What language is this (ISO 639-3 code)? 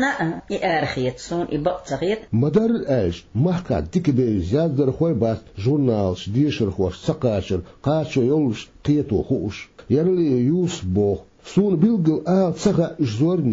che